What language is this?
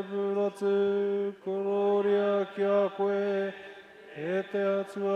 Māori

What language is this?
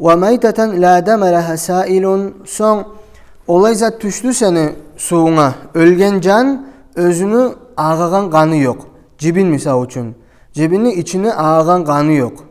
Kumyk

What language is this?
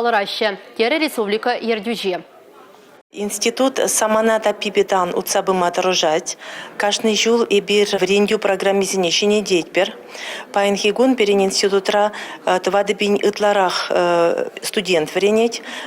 Chuvash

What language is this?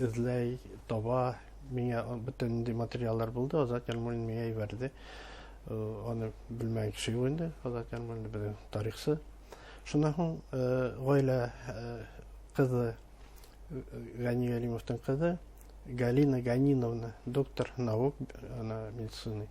Bashkir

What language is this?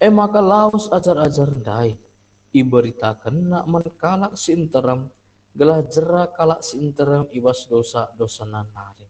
Batak Karo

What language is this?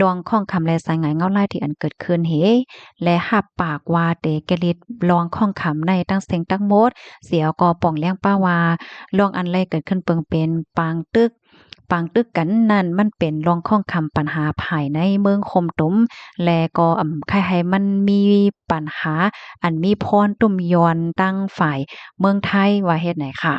Shan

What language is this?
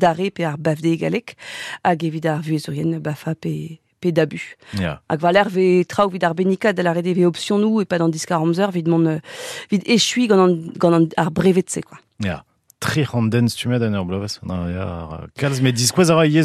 Breton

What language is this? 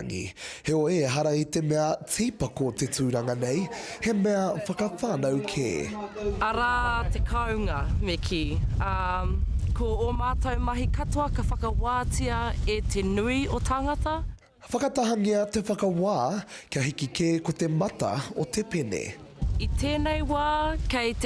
Māori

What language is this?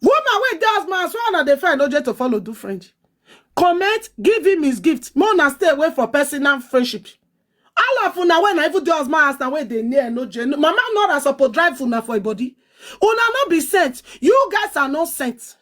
Nigerian Pidgin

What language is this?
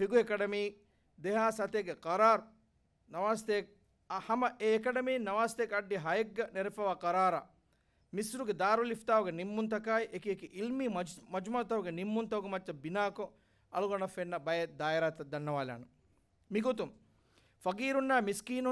Divehi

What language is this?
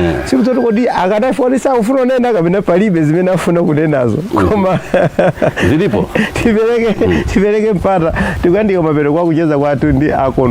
Nyanja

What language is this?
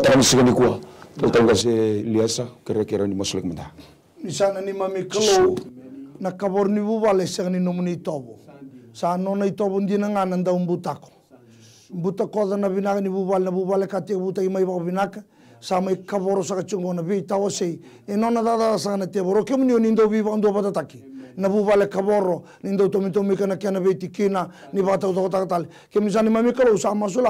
Fijian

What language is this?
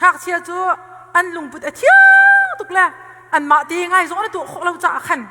Hakha Chin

